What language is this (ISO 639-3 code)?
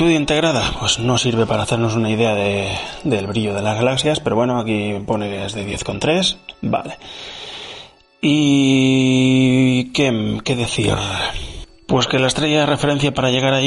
spa